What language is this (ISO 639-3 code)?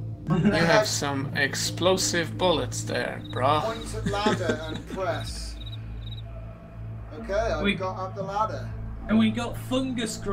eng